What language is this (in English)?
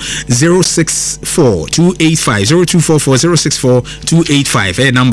Akan